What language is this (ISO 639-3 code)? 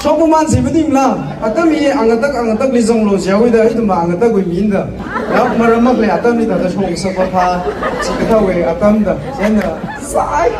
nmf